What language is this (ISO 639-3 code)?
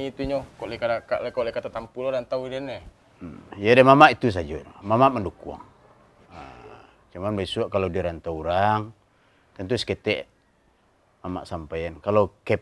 min